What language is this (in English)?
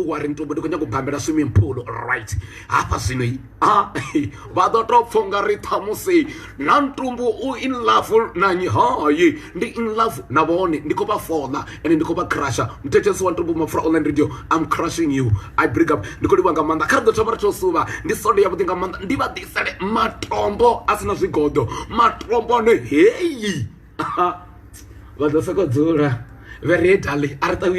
Venda